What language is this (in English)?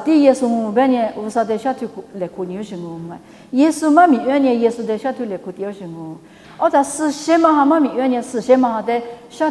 Lisu